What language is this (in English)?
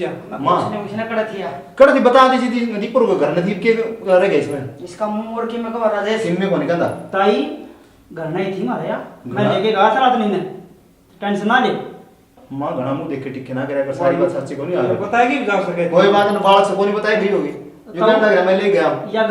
Haryanvi